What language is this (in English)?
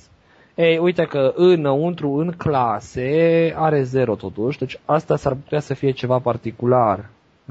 Romanian